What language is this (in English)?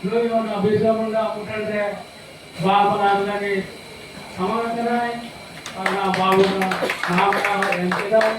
Santali